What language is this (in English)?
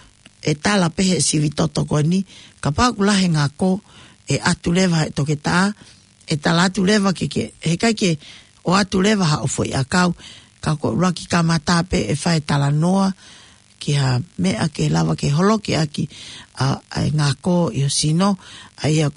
Tongan